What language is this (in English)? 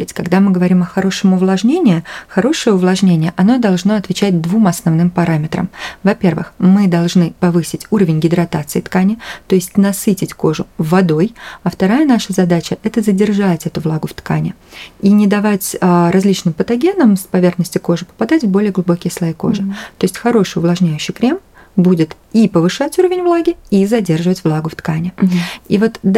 Russian